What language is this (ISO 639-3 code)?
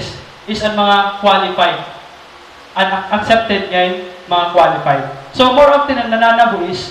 war